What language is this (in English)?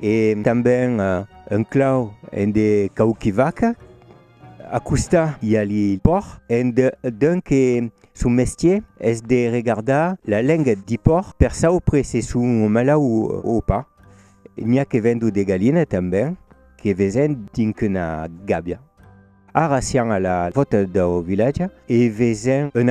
Occitan